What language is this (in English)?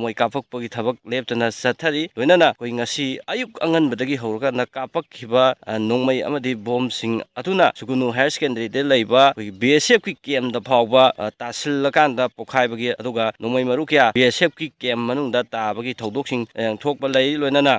Manipuri